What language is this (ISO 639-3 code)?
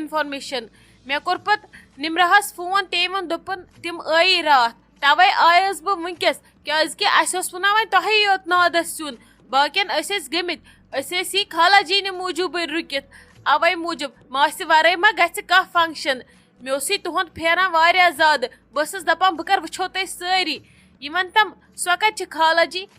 kas